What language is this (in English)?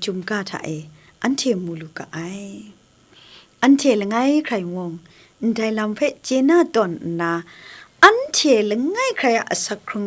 Kachin